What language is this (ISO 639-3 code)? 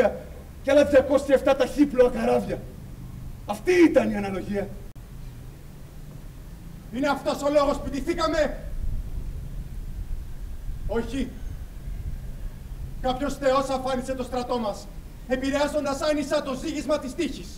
ell